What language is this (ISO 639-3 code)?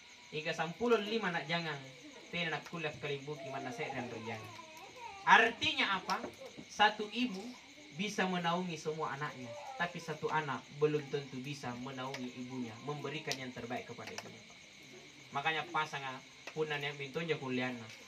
mak